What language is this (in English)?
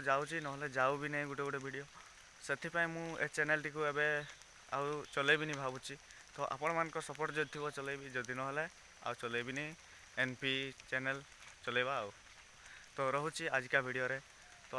Odia